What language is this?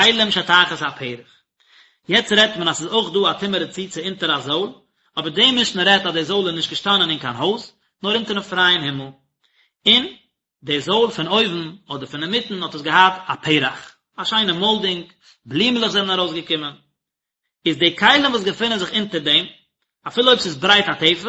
Yiddish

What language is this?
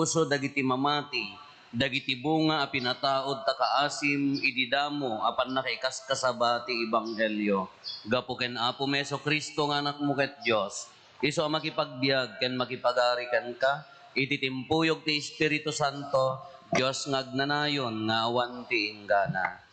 Iloko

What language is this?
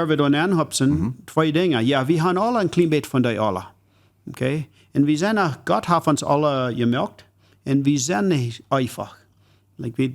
Plautdietsch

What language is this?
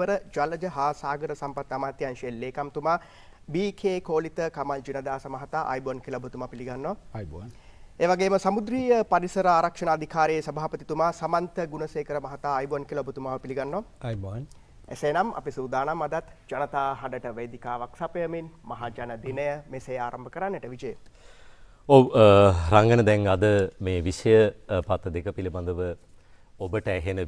Sinhala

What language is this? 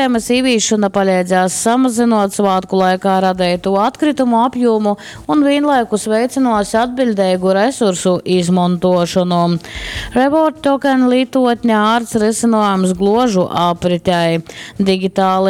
Latgalian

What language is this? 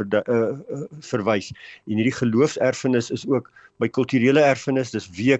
Afrikaans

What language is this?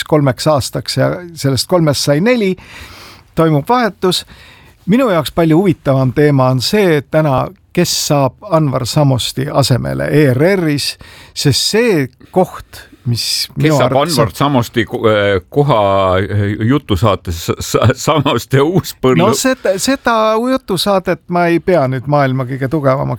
Estonian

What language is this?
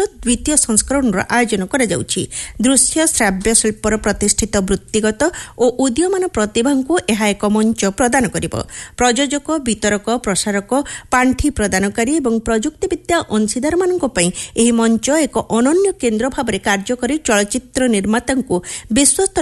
Odia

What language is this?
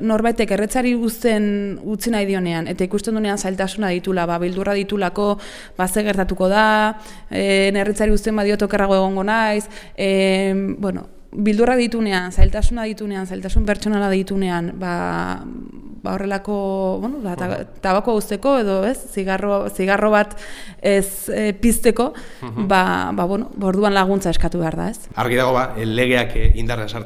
Basque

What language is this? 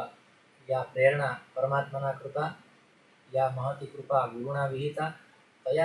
Sanskrit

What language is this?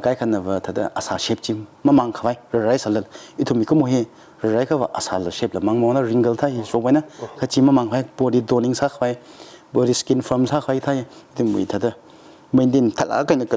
Tangkhul Naga (India)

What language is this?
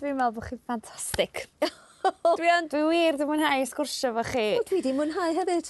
Welsh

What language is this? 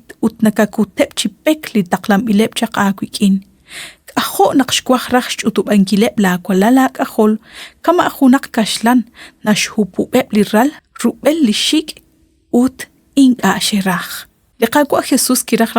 Kekchí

